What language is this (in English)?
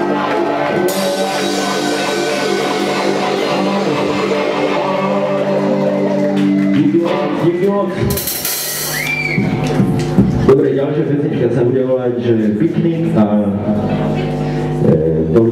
Slovak